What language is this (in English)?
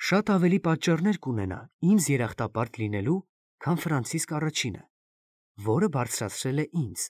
Armenian